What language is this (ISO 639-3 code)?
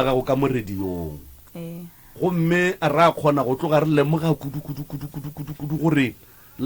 nso